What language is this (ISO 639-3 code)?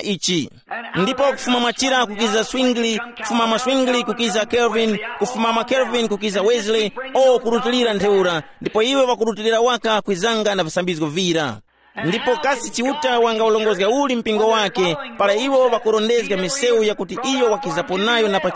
tum